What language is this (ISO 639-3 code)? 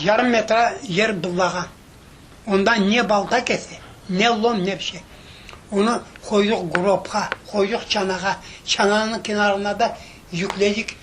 crh